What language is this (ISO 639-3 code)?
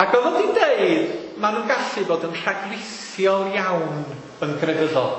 cym